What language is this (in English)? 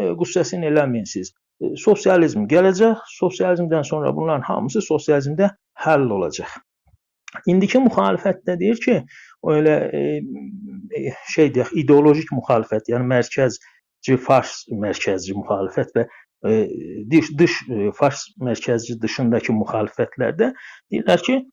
South Azerbaijani